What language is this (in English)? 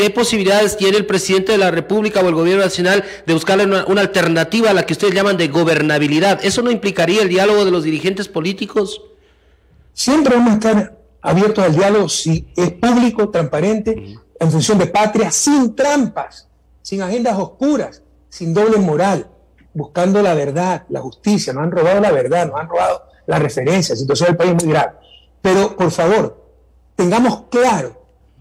Spanish